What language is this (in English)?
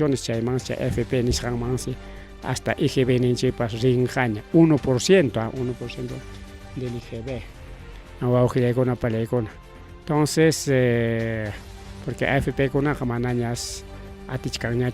Ayacucho Quechua